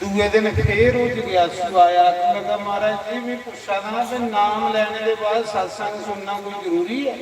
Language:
Dogri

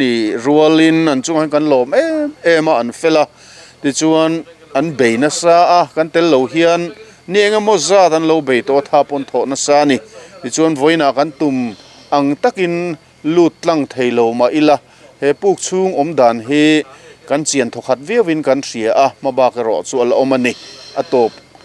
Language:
Mizo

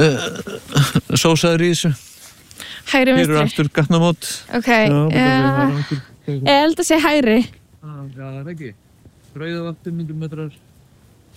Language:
Icelandic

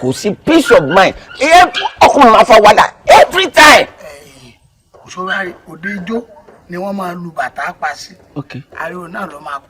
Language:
Yoruba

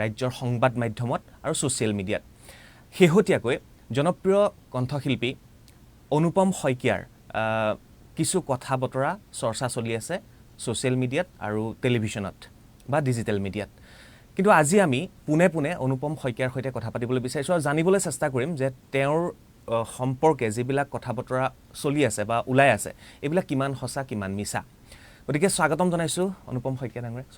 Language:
Assamese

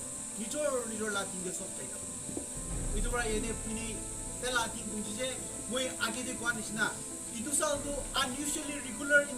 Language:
Naga Pidgin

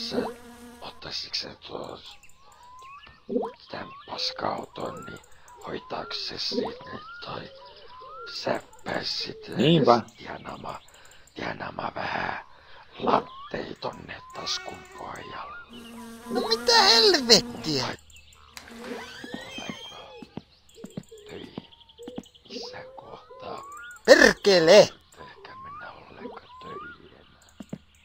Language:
Finnish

